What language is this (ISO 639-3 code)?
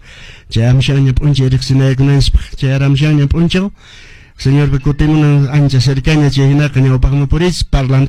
que